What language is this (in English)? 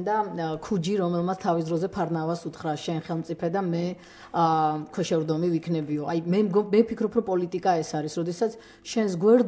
Georgian